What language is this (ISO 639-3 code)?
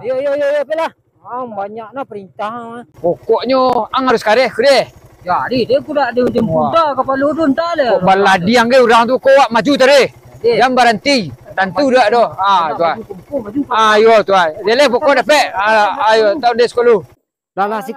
min